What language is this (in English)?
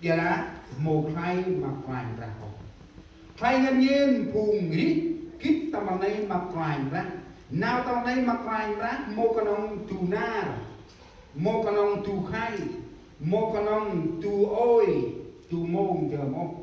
Central Mnong